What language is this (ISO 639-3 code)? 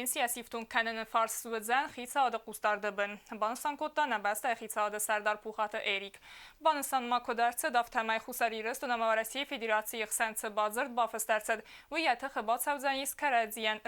oss